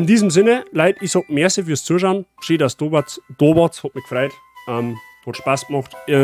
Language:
Bavarian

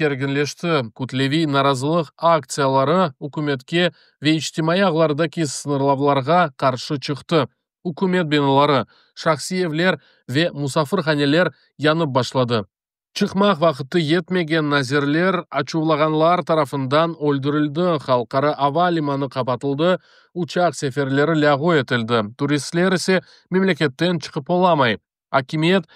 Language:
Crimean Tatar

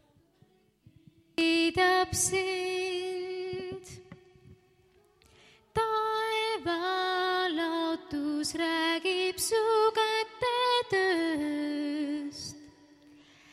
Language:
Estonian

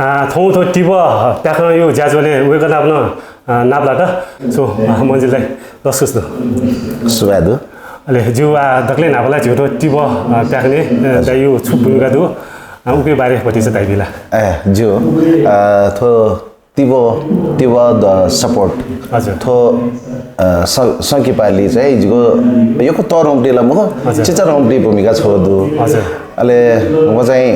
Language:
Newari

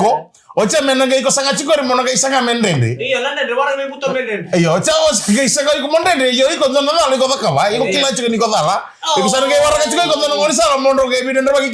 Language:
Fijian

